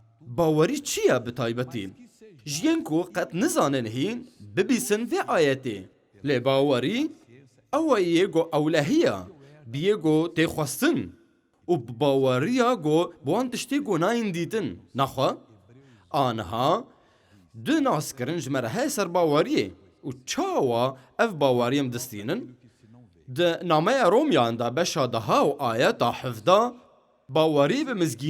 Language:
Kurdish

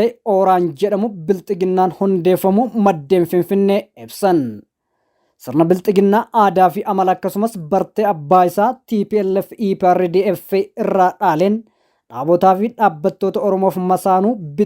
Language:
Oromo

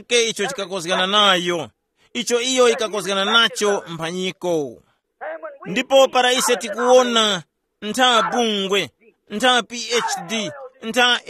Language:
Tumbuka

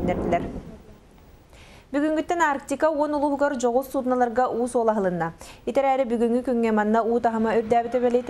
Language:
Yakut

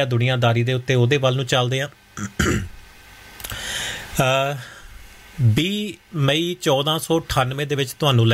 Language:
Punjabi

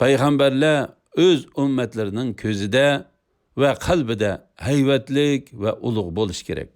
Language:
Uyghur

